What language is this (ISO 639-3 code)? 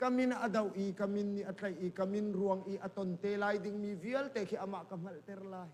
cnh